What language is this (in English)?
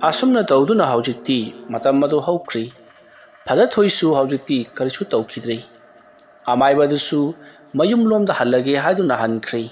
Manipuri